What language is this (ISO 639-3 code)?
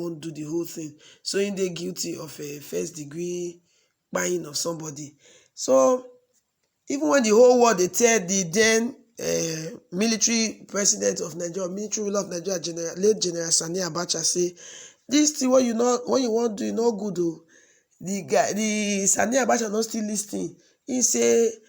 pcm